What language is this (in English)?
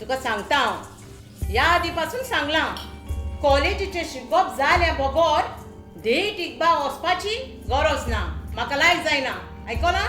Konkani